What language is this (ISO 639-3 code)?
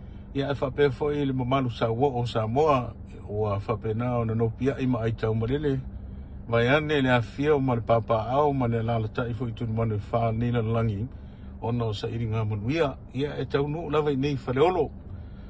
smo